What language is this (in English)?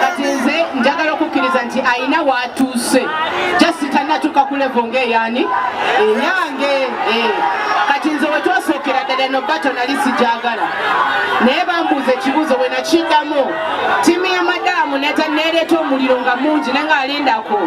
Ganda